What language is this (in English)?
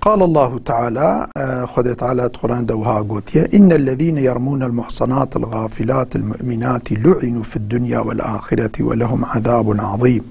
Kurdish